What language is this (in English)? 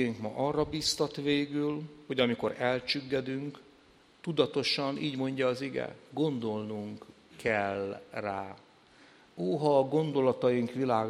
Hungarian